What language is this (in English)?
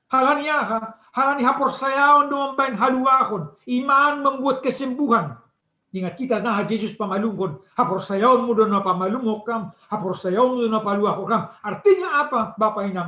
Batak Simalungun